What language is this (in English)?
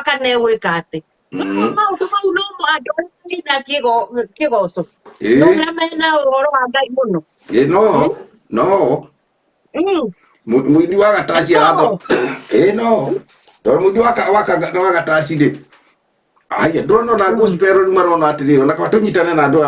Kikuyu